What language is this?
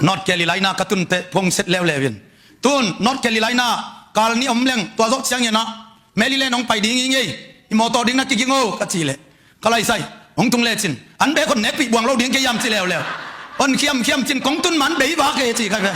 Tedim Chin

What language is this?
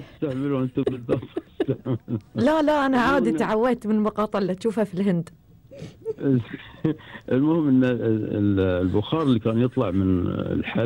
Gulf Arabic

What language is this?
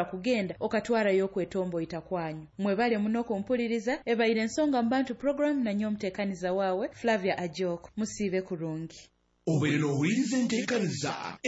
Nyoro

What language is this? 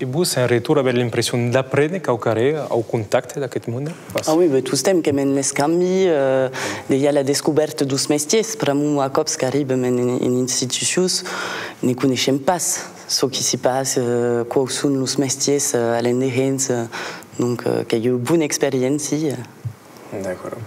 Occitan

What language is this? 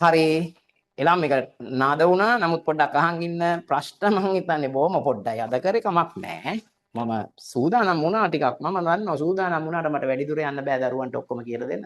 Sinhala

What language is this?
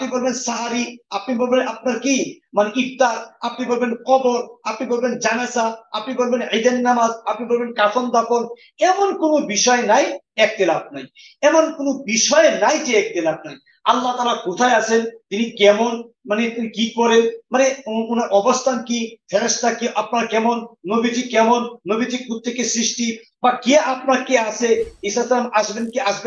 Bangla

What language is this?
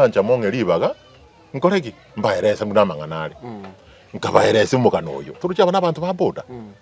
Gusii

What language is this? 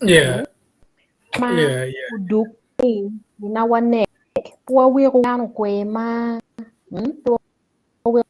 Acoli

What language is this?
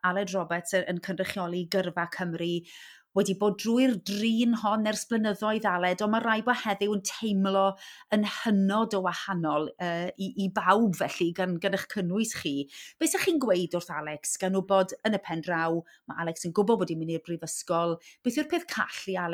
Welsh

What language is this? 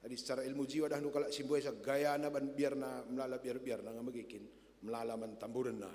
Batak Karo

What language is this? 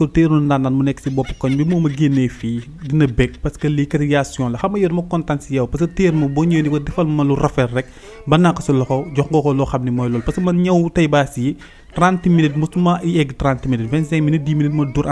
Wolof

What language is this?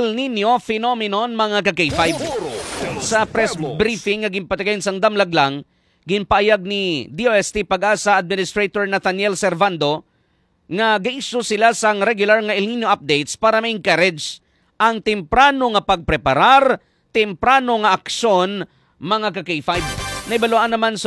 Hiligaynon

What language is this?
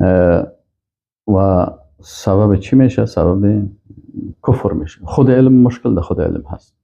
Persian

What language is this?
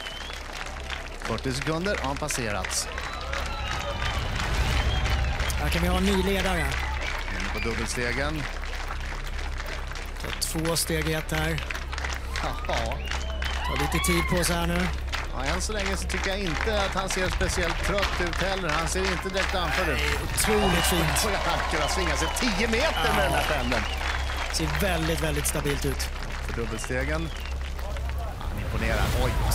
Swedish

